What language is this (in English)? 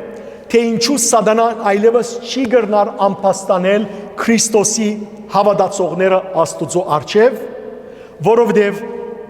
Western Armenian